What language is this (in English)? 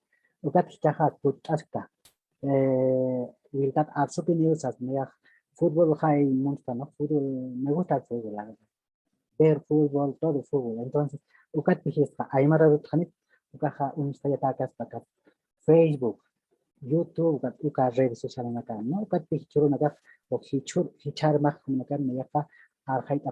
Aymara